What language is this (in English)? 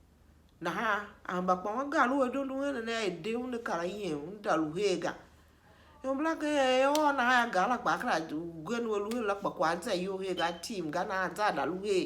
Tiv